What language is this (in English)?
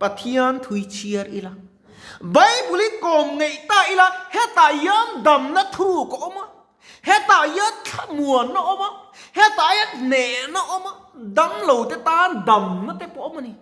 Mizo